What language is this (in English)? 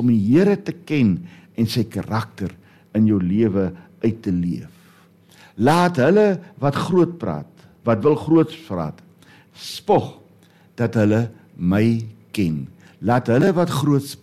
Afrikaans